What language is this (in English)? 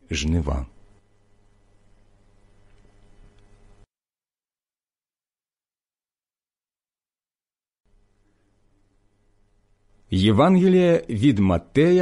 Ukrainian